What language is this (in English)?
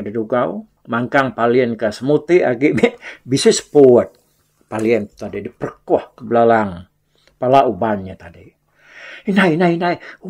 Iban